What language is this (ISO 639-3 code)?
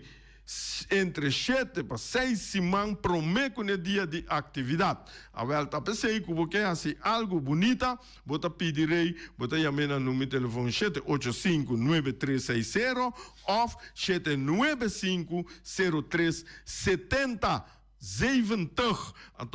pap